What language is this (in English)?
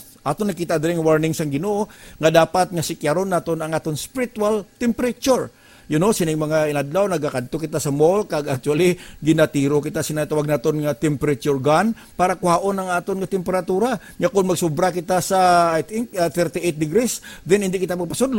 Hiligaynon